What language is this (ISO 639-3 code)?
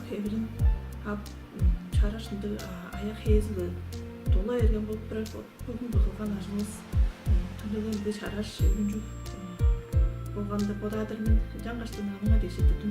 tyv